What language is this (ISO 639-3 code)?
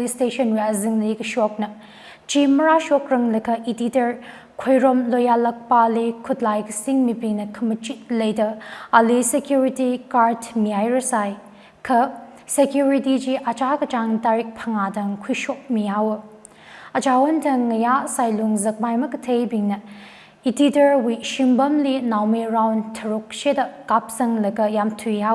nmf